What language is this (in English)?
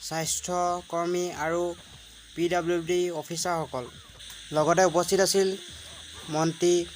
Assamese